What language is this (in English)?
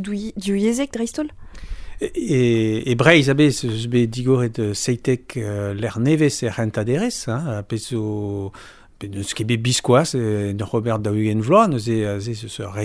Breton